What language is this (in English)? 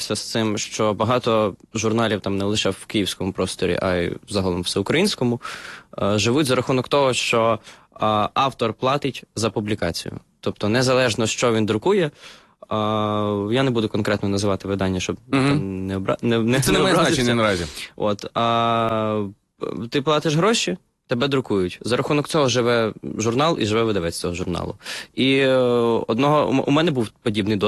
Ukrainian